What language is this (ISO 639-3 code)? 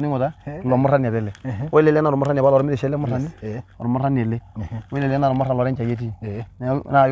mas